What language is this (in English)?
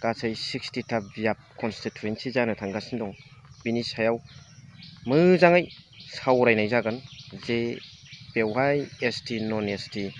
Bodo